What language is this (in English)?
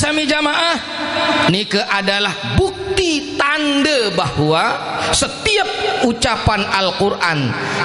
Sasak